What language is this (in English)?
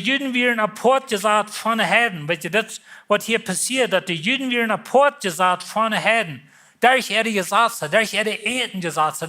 Plautdietsch